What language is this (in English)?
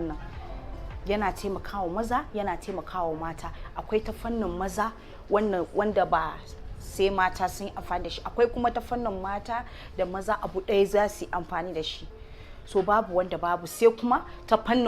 Hausa